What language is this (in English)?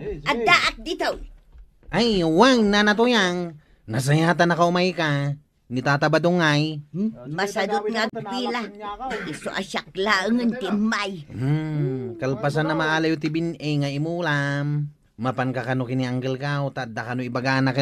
Iloko